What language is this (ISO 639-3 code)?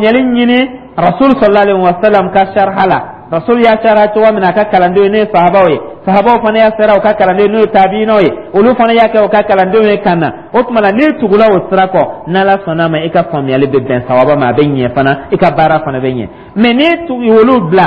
dyu